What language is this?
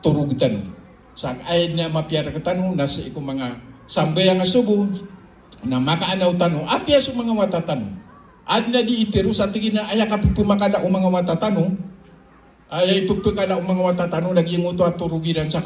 Maranao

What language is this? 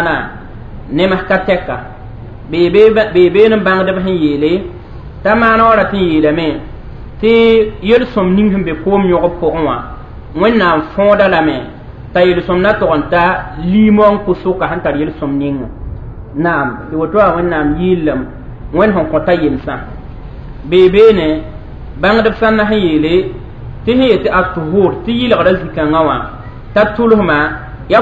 Mossi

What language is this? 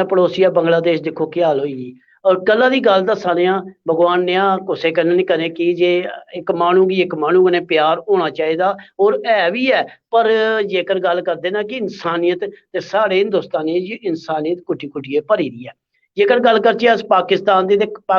Dogri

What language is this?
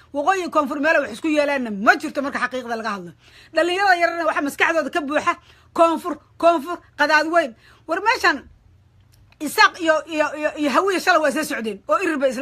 Somali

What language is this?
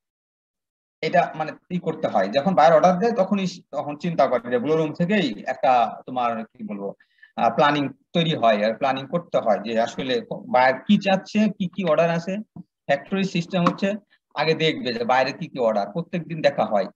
Bangla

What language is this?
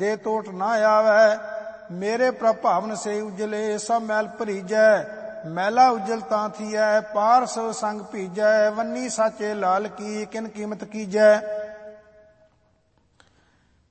Punjabi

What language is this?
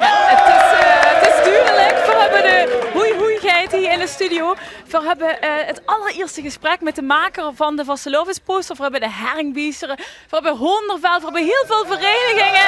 Limburgish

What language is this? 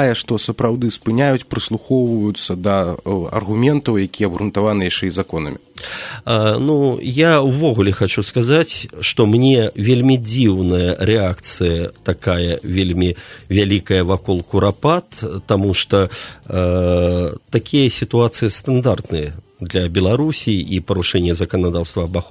Belarusian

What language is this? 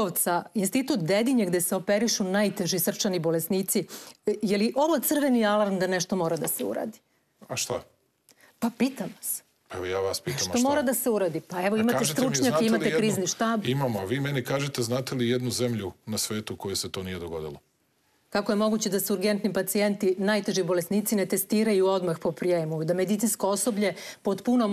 Serbian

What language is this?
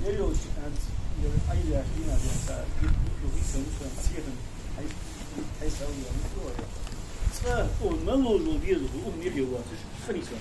Ingush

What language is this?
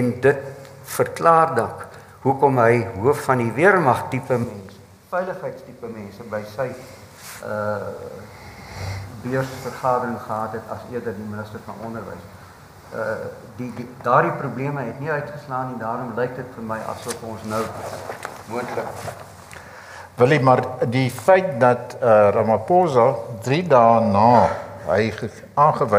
Afrikaans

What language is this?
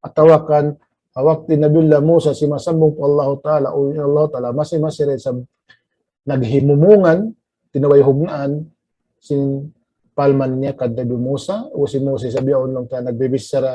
Tausug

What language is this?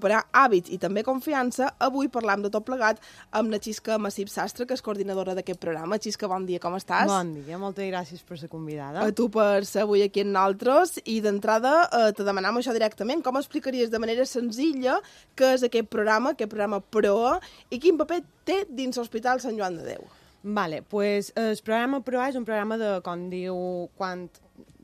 Catalan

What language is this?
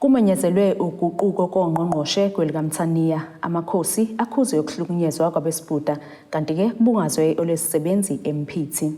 Zulu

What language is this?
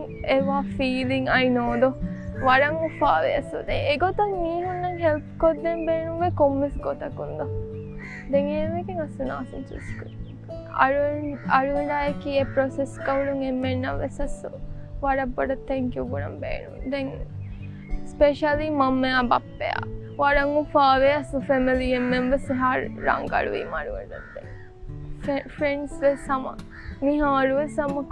Divehi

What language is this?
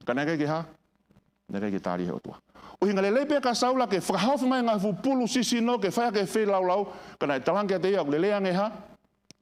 Tongan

